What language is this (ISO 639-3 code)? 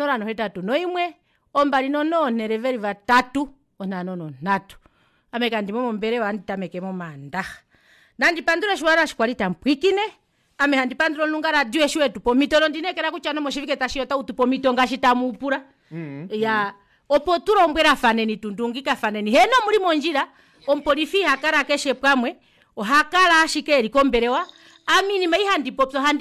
kua